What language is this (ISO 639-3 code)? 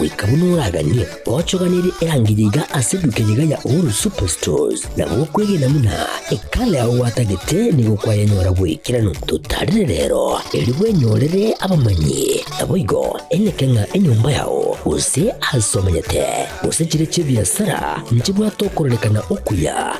guz